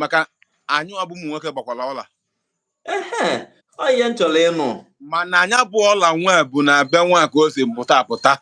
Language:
Igbo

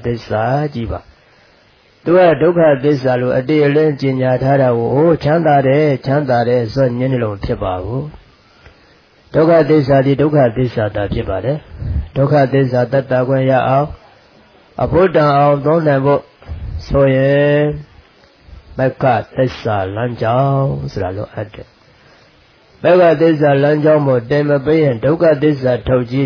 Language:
Burmese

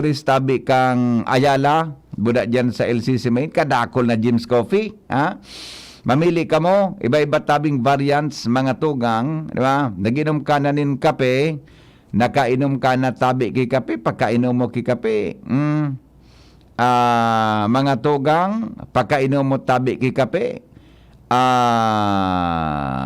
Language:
Bikol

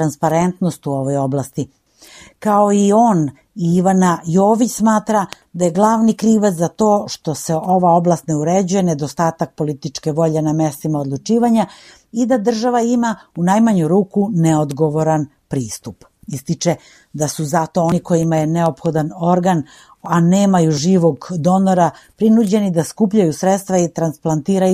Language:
Serbian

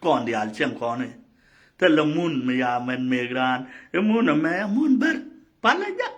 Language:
Nuer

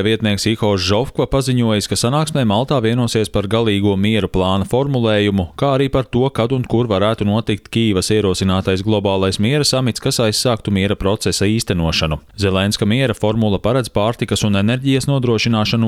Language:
Latvian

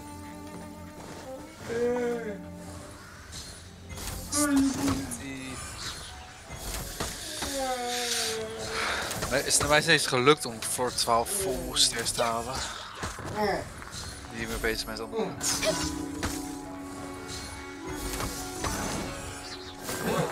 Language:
Dutch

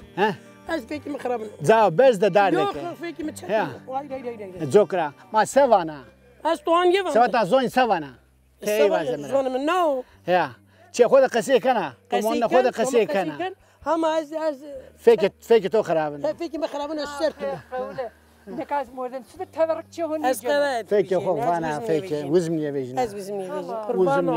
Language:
Zaza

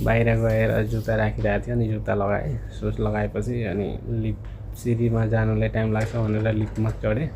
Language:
Nepali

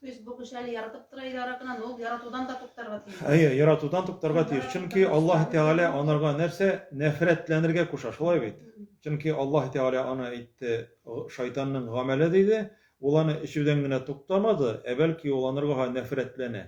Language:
Tatar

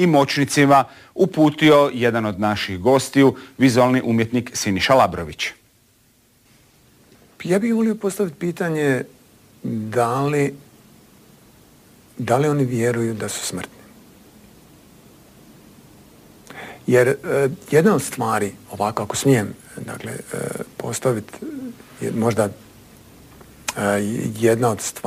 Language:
Croatian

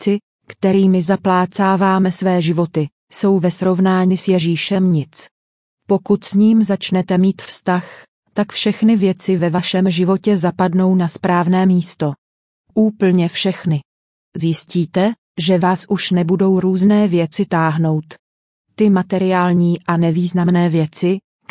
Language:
Czech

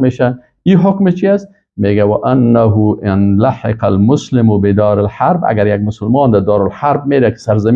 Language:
Persian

